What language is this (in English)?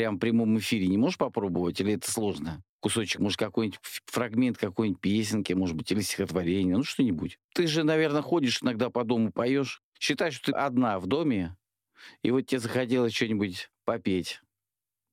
Russian